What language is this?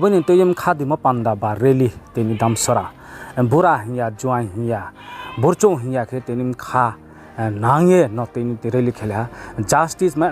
Riang (India)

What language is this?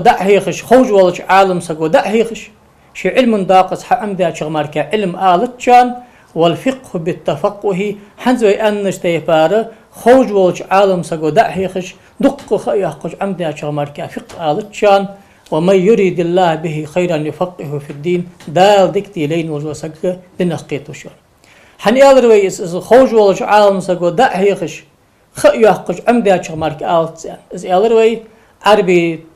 Ingush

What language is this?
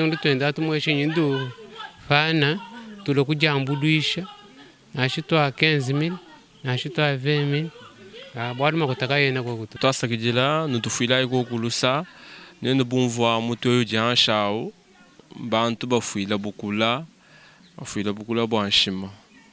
Luba-Lulua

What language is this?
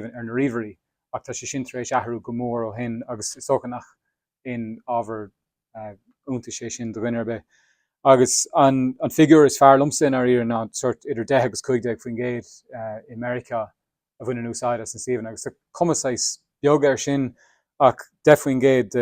Irish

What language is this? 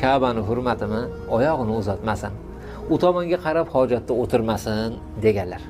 Uzbek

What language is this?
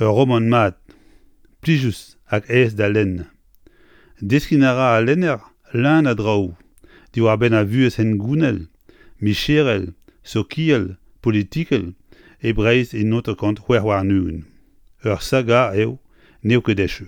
Breton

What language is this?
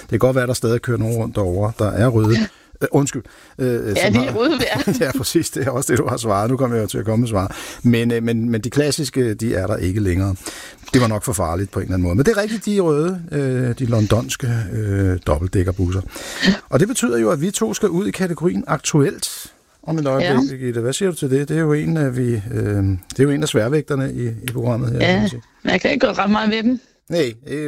Danish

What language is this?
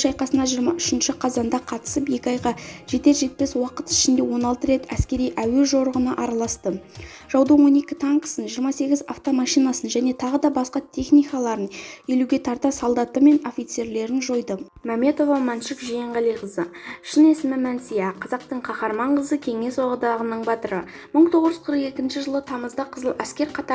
Kazakh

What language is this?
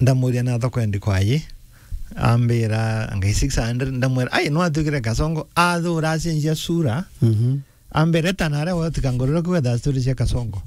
Meru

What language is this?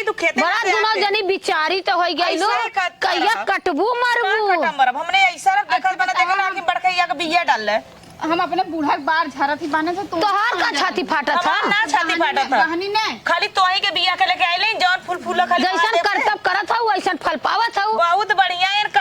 Awadhi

